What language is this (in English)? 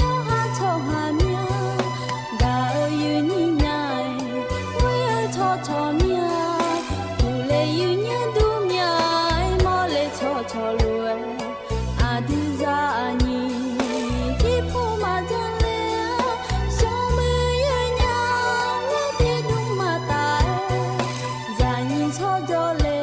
Akha